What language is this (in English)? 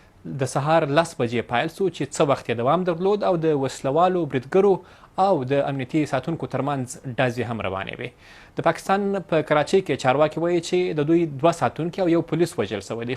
Pashto